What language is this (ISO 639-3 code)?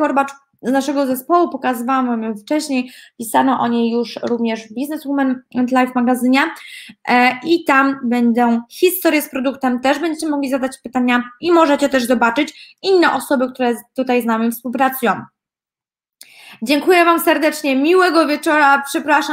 pol